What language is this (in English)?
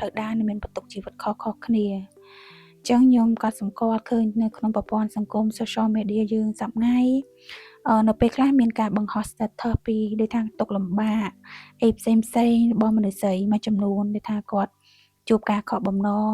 Khmer